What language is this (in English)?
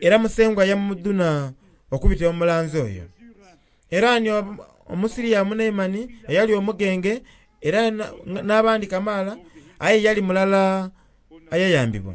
Soga